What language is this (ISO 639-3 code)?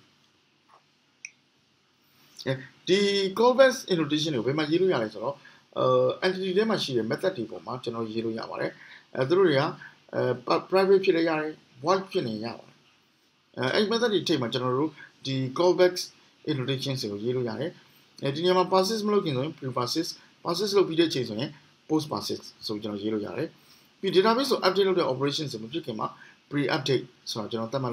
mya